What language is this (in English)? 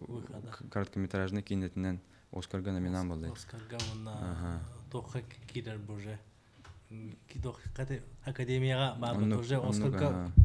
Yakut